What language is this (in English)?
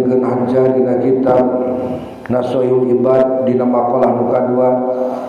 Sundanese